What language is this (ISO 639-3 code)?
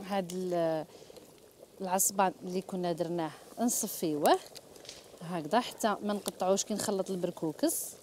arq